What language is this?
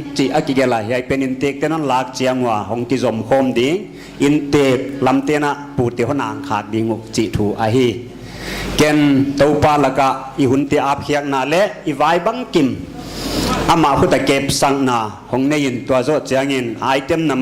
Paite Chin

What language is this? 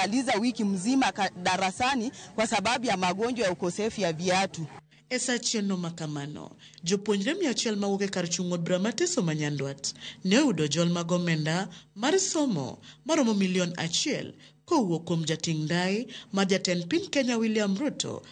Luo (Kenya and Tanzania)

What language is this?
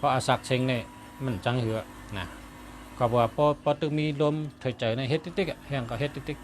Shan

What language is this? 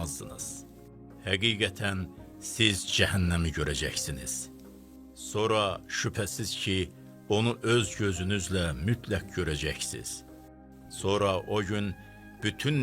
Azerbaijani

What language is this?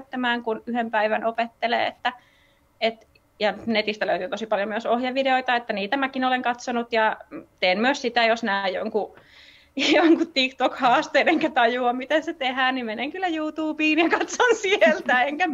Finnish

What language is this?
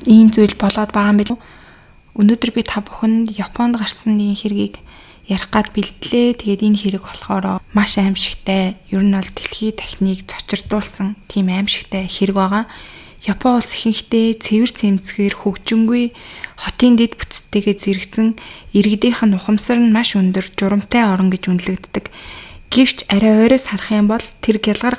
Mongolian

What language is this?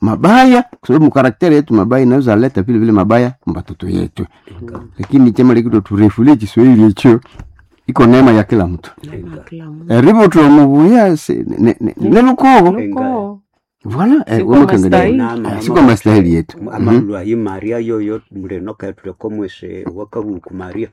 Nande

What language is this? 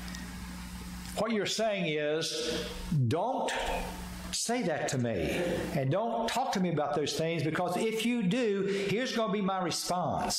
English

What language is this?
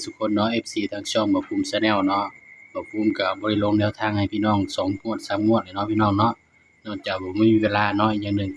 Northeastern Thai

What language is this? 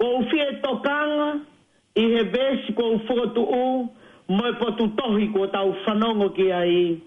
Tongan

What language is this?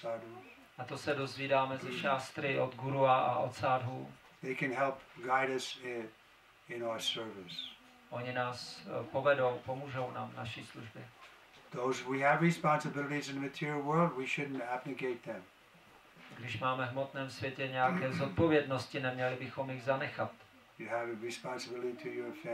Czech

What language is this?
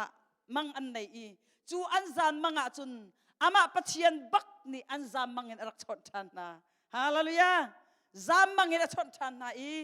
Hakha Chin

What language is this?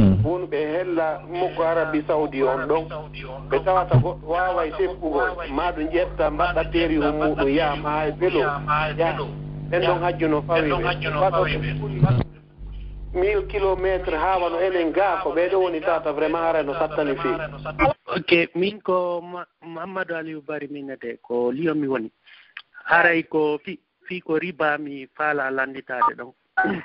Fula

